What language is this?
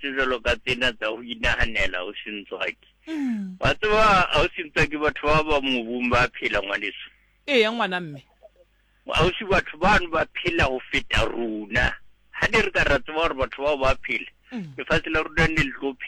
Southern Sotho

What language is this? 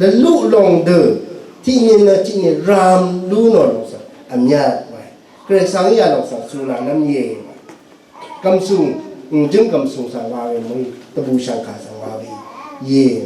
Rawang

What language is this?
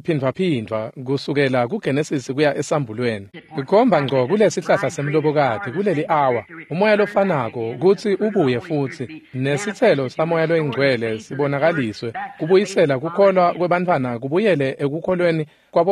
Swati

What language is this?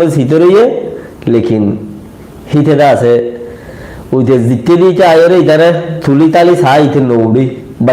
Rohingya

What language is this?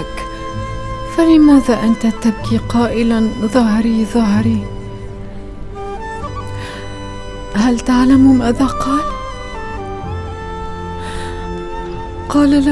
Arabic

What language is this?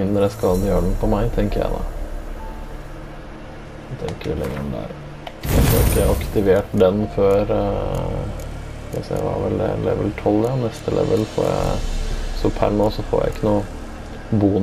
Norwegian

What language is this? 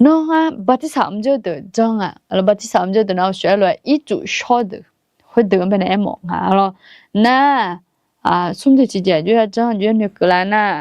Akha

